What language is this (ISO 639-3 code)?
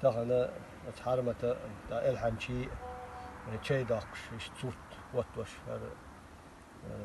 che